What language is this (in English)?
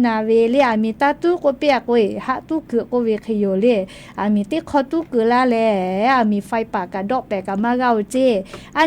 Lahu